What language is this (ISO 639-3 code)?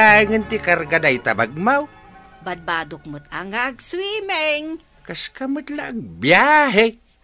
ilo